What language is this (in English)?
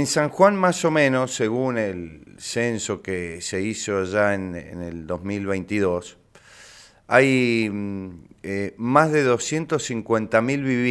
Spanish